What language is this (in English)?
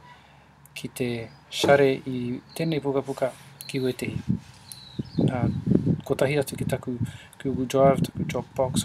Māori